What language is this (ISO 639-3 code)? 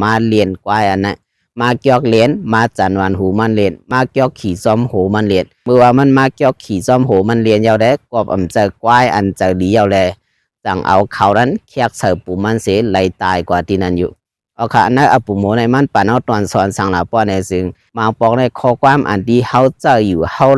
shn